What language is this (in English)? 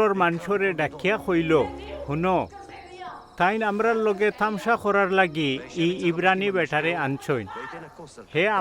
Sylheti